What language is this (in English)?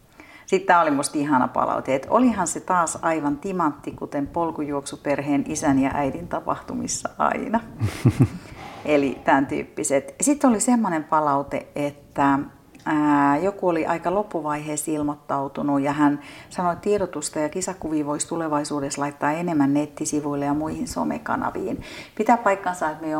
Finnish